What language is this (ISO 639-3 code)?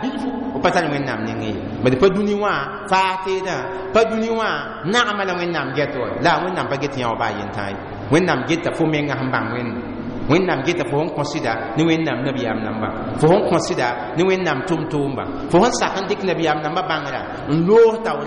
mos